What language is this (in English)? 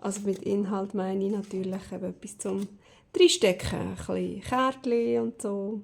Swiss German